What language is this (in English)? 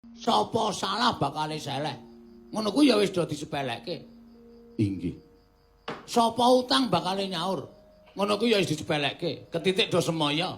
Javanese